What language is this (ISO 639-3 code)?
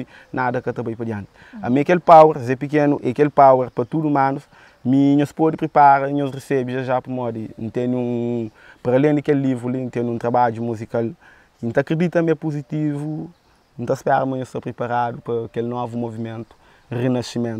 kea